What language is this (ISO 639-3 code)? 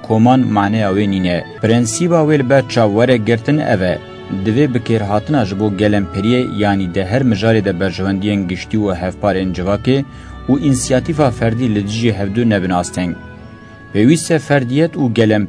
kur